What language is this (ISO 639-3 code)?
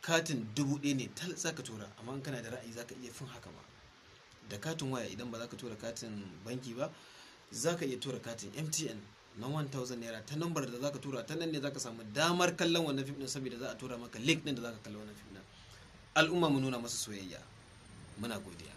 hau